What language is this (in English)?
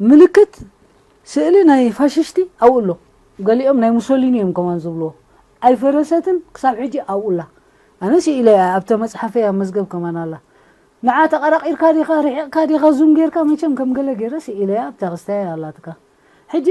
Tigrinya